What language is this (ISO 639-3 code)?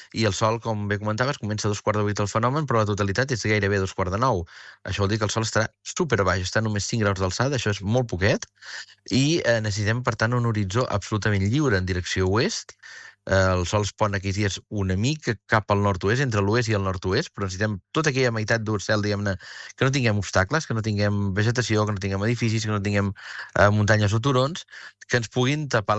cat